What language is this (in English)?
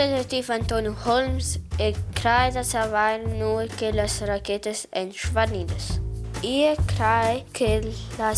Romansh